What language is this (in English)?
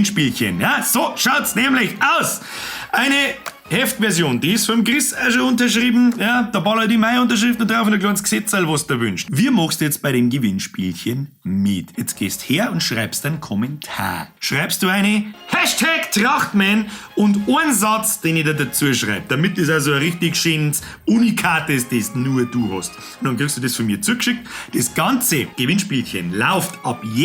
Bavarian